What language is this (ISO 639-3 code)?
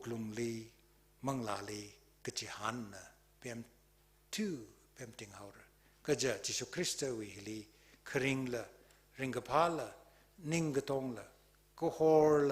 nmf